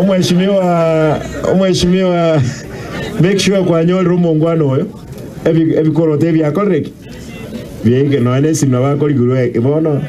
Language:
Gusii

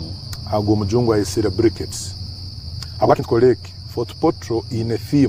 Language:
Nyankole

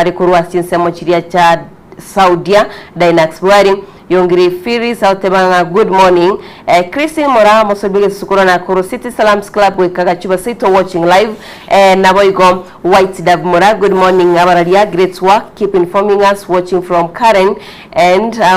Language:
Gusii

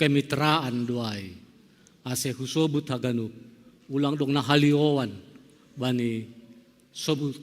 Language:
Batak Simalungun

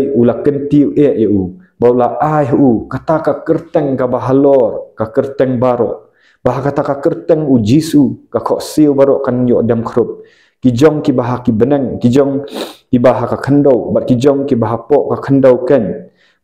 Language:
Khasi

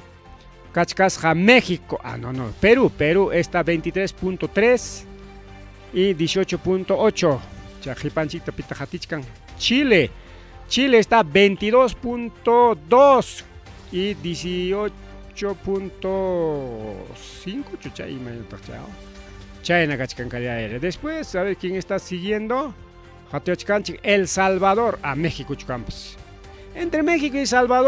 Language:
Ayacucho Quechua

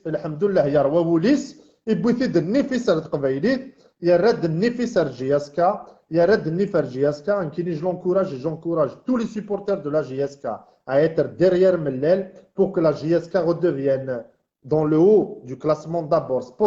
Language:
Kabyle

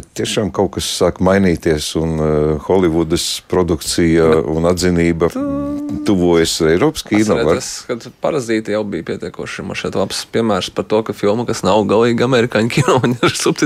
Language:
Latvian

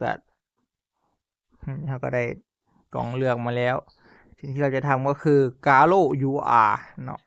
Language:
Northeastern Thai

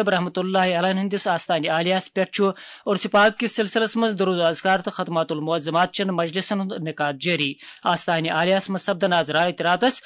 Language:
Kashmiri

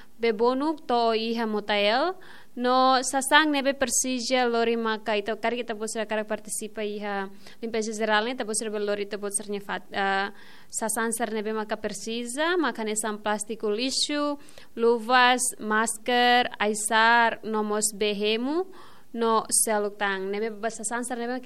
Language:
Tetum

